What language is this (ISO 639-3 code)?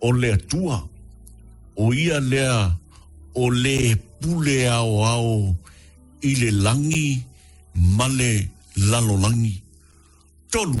smo